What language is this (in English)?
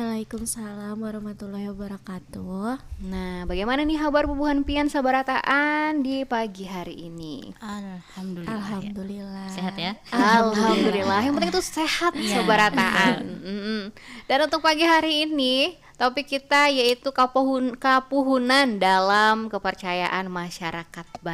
Banjar